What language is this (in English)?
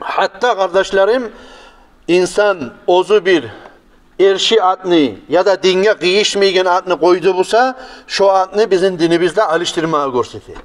Kumyk